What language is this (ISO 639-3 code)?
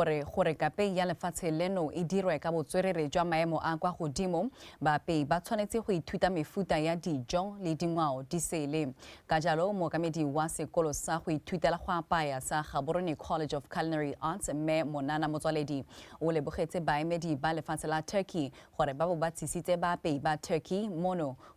tsn